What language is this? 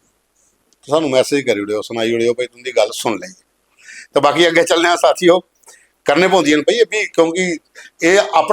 Dogri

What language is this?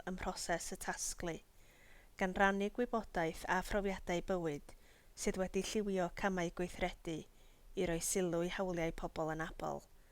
Welsh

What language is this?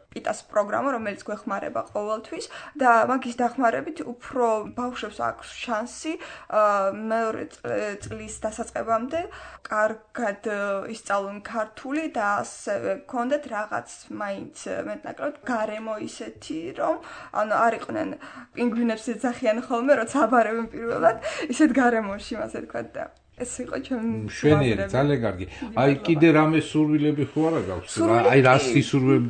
Georgian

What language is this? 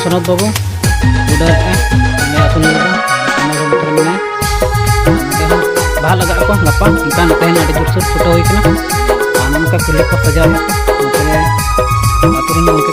Santali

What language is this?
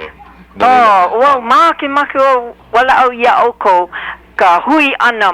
Hawaiian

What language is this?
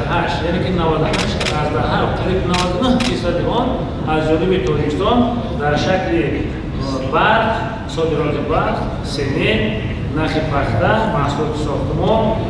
Tajik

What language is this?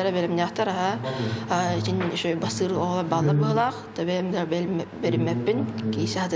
Yakut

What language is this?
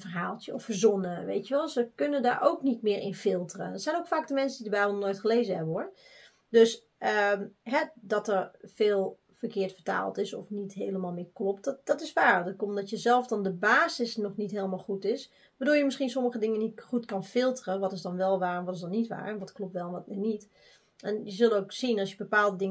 Dutch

